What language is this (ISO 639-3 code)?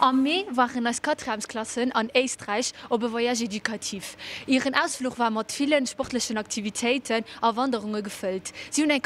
ltz